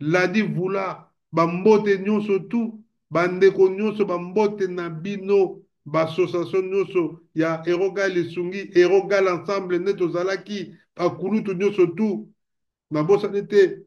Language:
Lingala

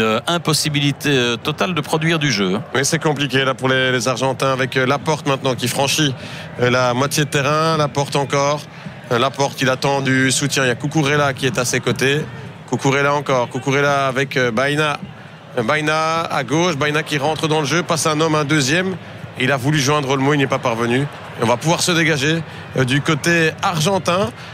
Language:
French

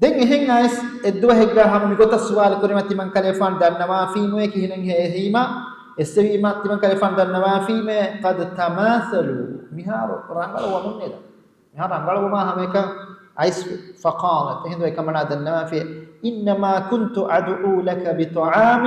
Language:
Divehi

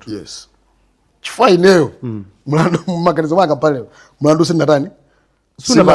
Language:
Nyanja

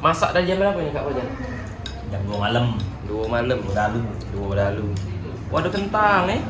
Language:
Musi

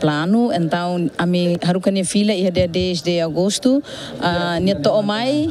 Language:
Tetum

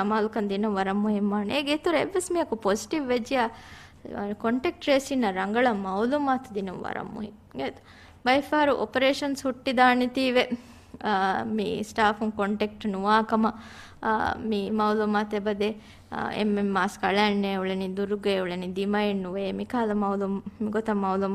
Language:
Divehi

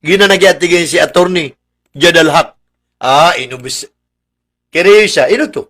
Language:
Maranao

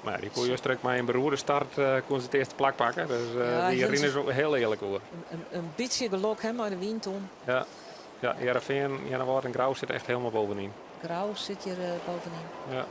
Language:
Western Frisian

